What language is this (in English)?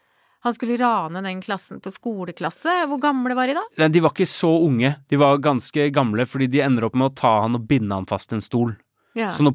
Norwegian